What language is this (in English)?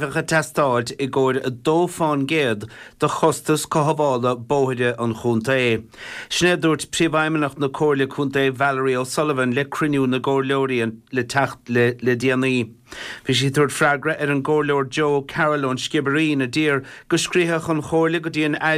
Irish